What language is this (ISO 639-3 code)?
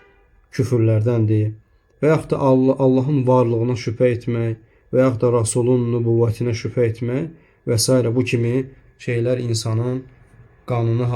aze